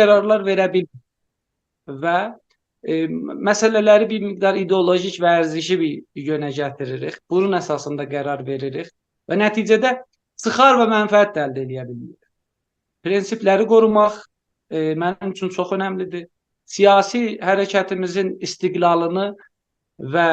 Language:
South Azerbaijani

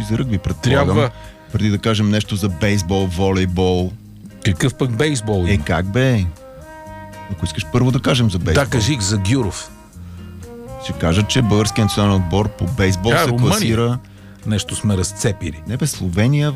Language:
Bulgarian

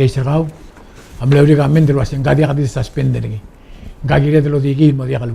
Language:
Palauan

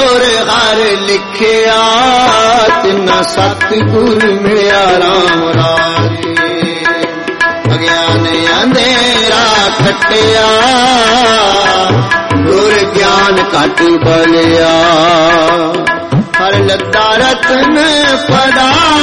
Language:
Punjabi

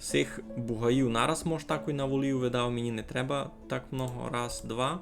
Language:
Rusyn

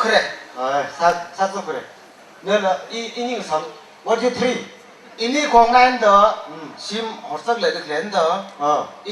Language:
Tangkhul Naga (India)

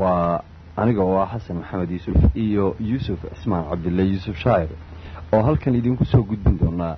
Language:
Somali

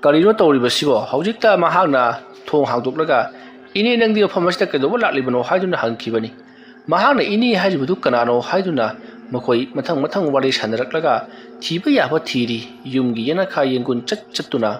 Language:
Manipuri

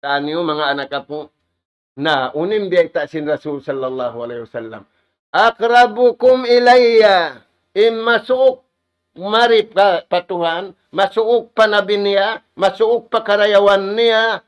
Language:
Tausug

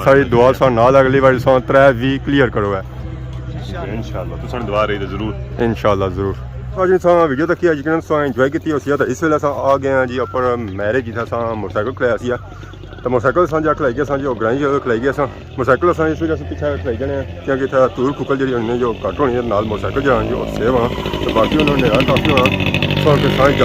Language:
Pahari-Potwari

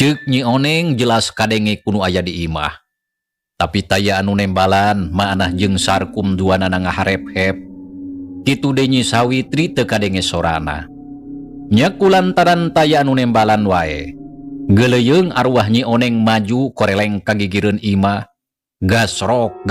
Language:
Sundanese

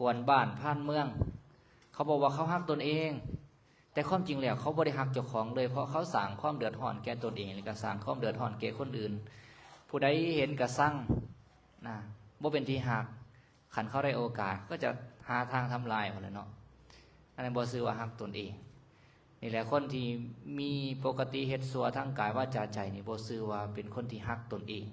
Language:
Lao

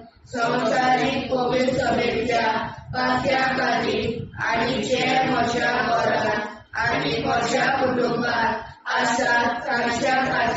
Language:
Konkani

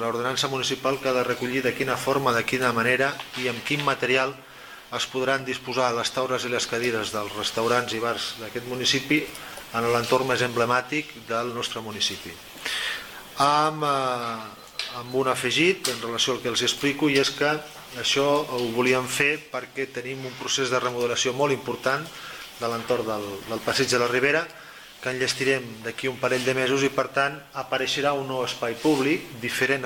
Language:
Catalan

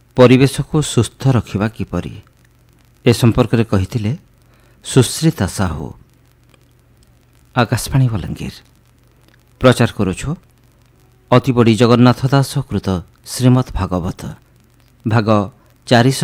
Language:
Odia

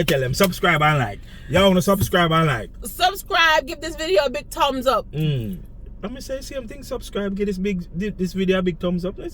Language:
Jamaican Creole English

